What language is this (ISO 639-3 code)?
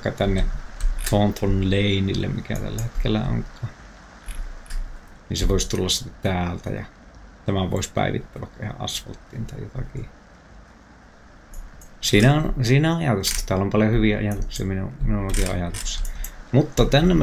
fin